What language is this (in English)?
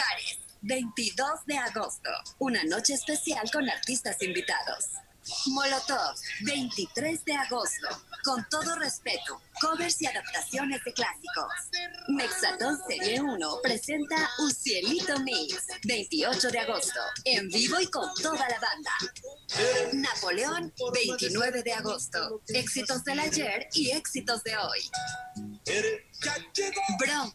Spanish